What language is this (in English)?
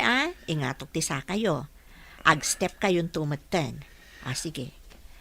Iloko